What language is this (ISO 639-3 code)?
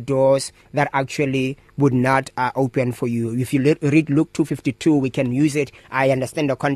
eng